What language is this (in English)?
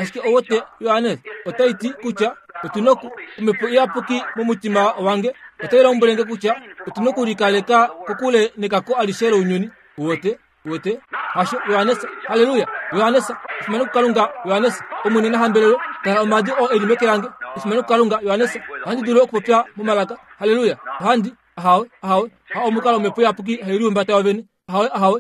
Kuanyama